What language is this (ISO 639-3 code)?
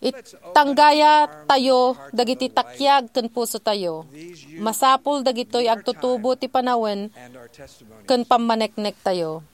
ilo